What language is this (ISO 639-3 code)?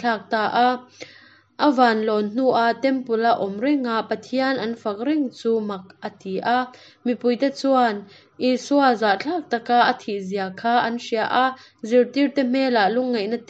cnh